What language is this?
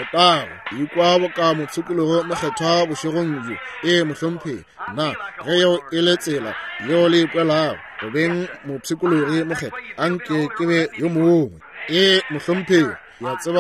Northern Sotho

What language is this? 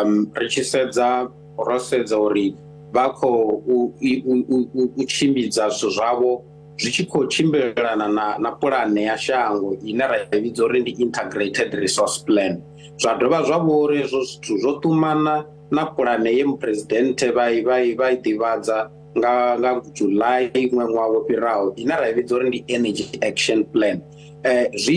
Venda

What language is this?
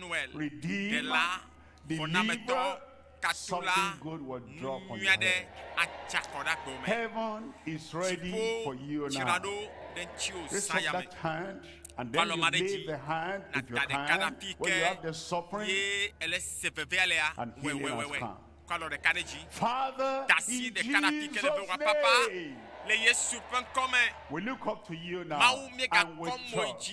Ewe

